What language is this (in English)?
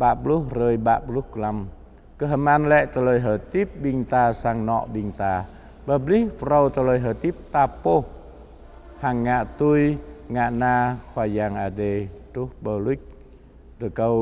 Jarai